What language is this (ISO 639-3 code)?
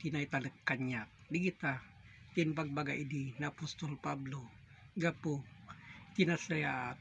ilo